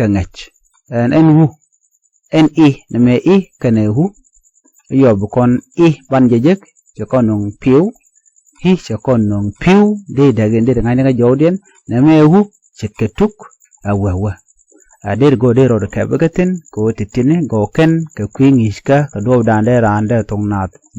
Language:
Nuer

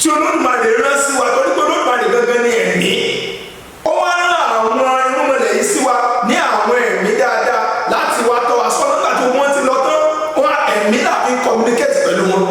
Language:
Yoruba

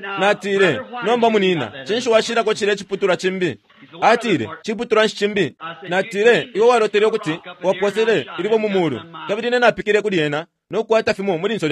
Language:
Bemba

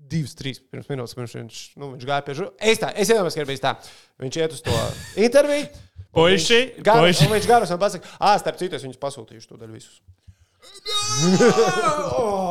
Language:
Latvian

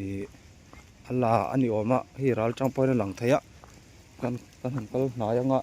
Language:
Mizo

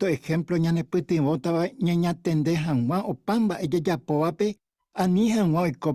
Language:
Guarani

